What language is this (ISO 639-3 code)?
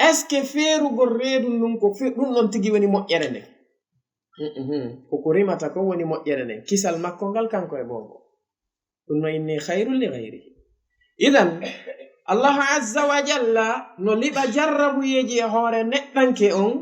ful